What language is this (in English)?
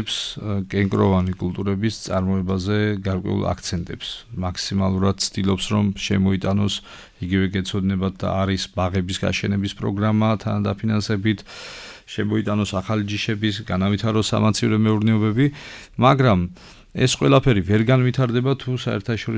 Georgian